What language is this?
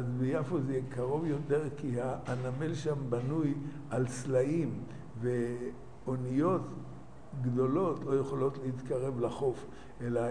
Hebrew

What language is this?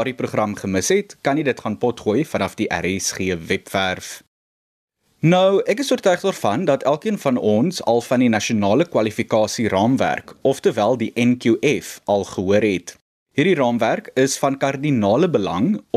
Afrikaans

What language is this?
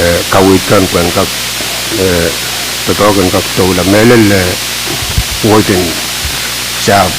Pohnpeian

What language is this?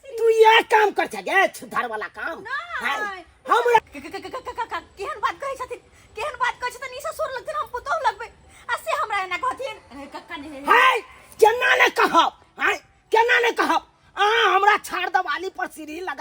Maithili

